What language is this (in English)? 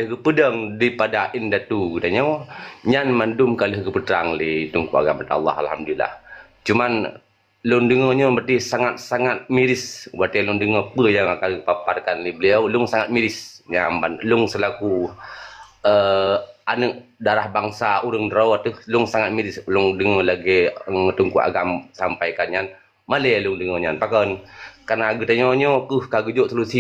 Achinese